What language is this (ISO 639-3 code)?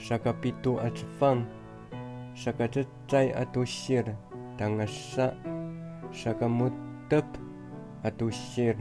ami